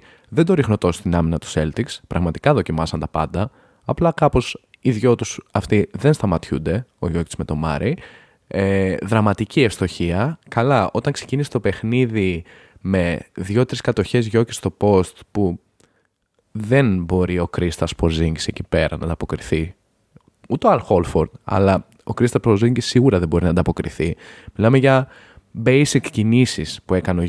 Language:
Greek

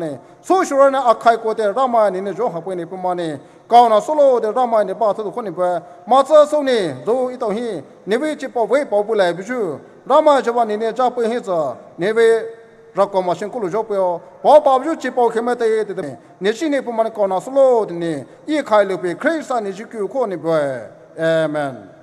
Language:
Poumei Naga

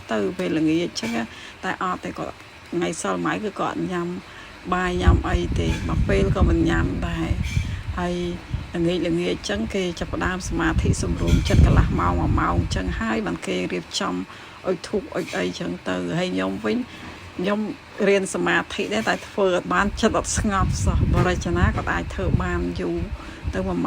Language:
Khmer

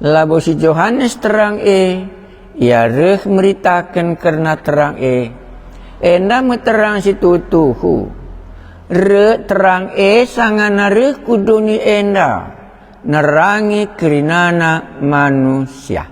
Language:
Batak Karo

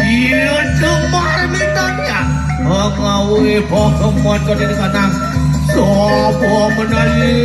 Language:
Balinese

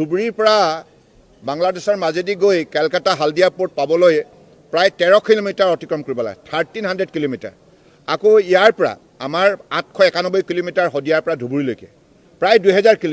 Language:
Assamese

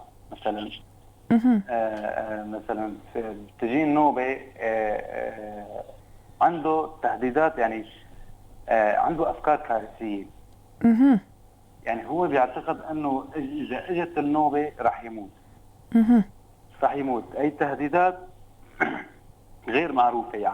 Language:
North Levantine Arabic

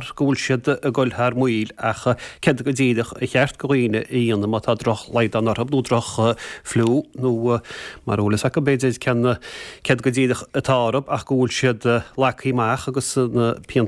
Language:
Irish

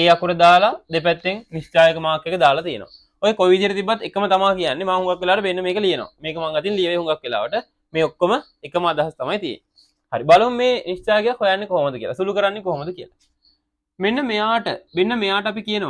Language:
Sinhala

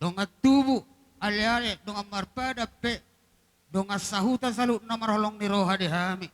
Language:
Batak Toba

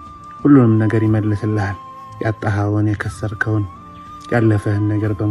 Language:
Amharic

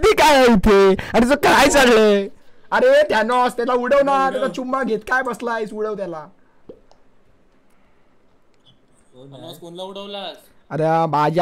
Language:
Marathi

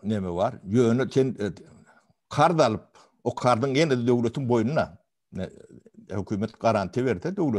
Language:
Turkmen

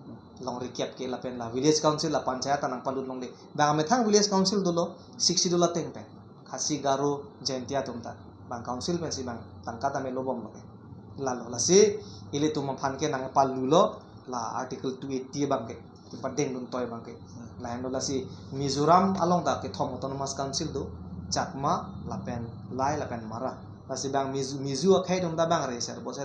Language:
Karbi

